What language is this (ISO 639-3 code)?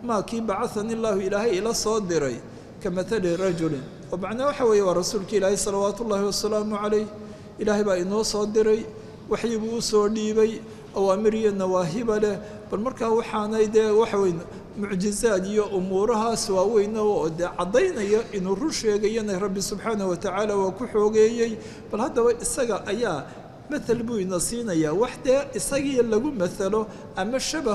som